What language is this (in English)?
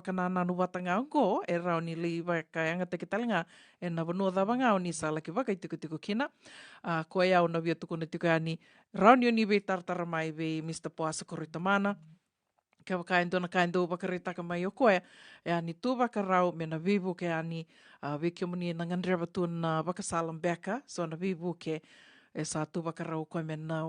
Fijian